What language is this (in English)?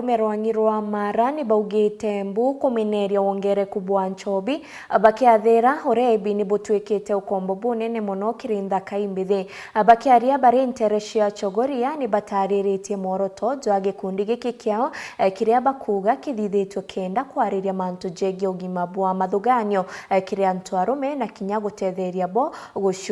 Meru